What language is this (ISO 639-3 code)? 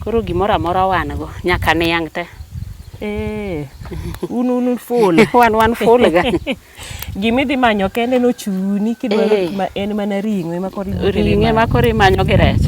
luo